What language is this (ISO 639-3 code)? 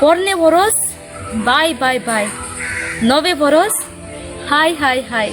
kok